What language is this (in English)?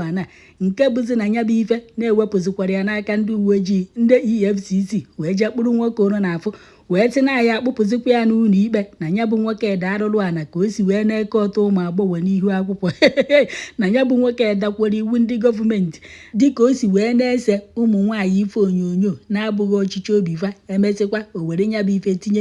Igbo